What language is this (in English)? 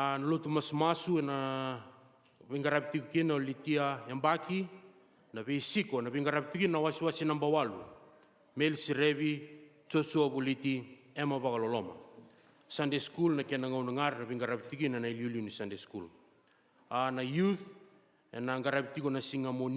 Fijian